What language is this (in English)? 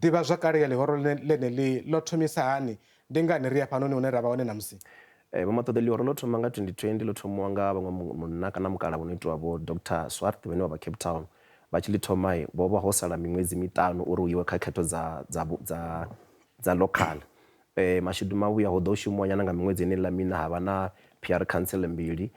Venda